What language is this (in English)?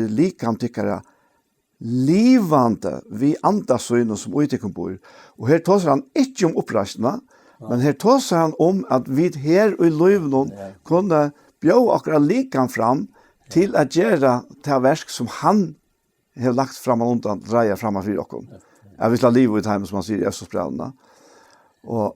Faroese